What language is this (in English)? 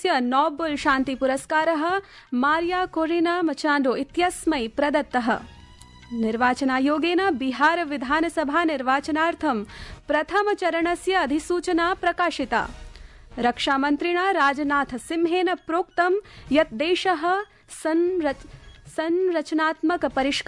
Sanskrit